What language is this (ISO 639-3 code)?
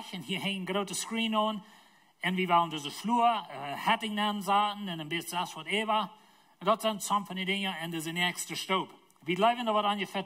pdt